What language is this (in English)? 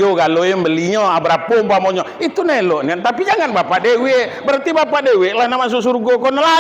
Minangkabau